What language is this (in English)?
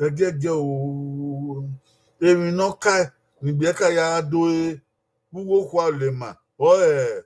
Bini